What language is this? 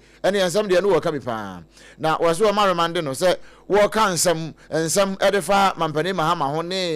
Akan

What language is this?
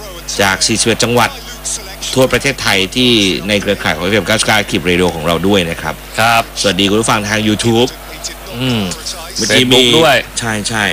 Thai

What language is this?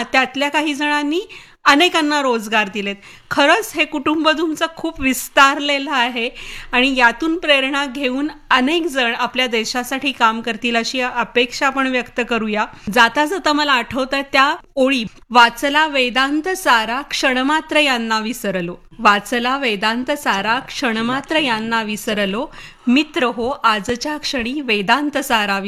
Marathi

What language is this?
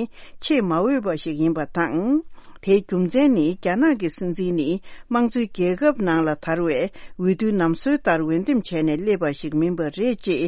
Tibetan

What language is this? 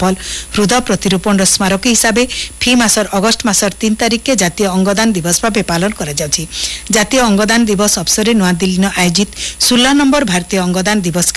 Odia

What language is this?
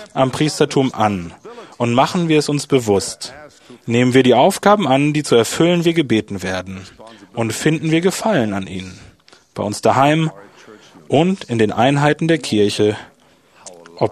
German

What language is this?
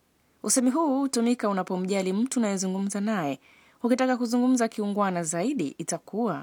Swahili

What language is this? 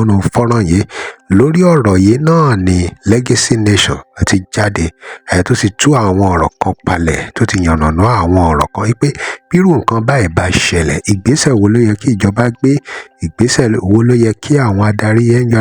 Yoruba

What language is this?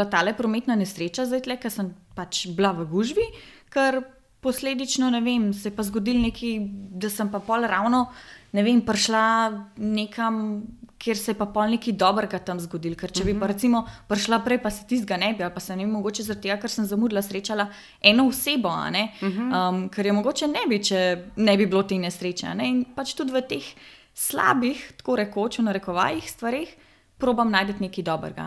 Slovenian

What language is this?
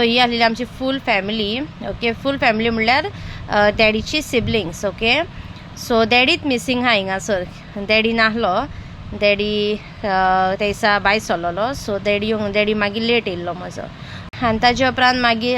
Konkani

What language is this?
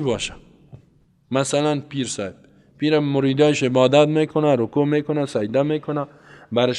Persian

